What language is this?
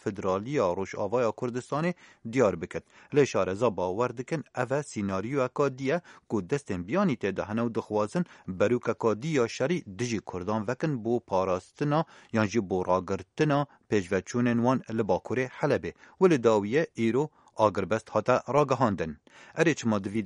Kurdish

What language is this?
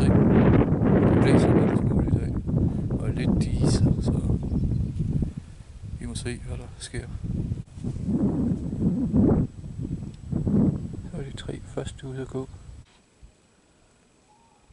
Danish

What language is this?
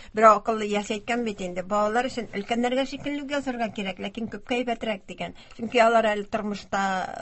Tatar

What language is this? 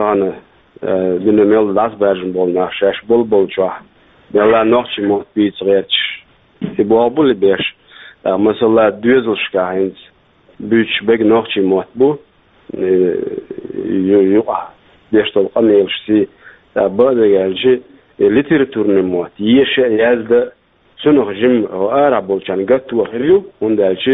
Chechen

